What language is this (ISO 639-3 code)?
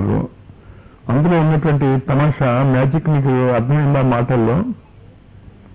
tel